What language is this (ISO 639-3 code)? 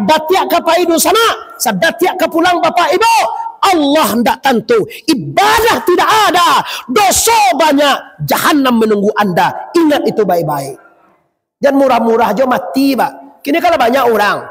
min